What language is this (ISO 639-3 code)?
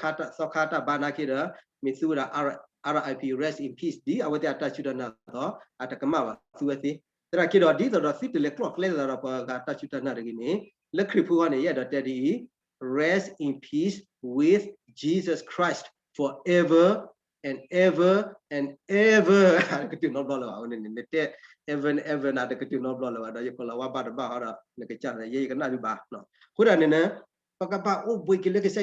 ksw